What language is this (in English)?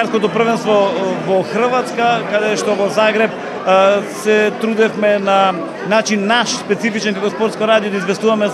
Macedonian